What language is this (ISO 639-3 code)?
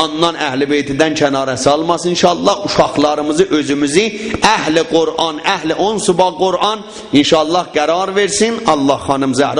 azb